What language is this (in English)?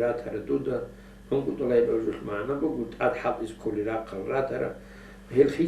Avaric